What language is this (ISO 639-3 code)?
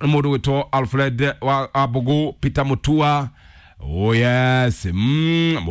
kik